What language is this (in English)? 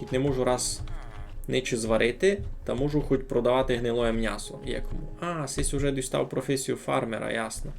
Rusyn